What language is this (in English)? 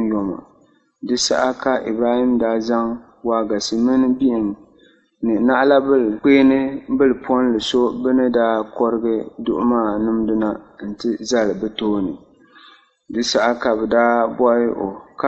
Dagbani